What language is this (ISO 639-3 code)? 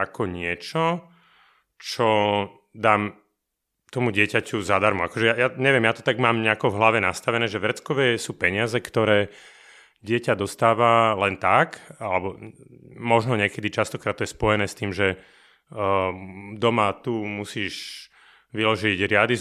slk